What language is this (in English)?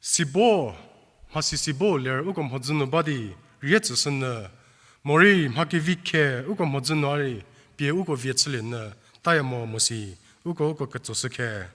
Angami Naga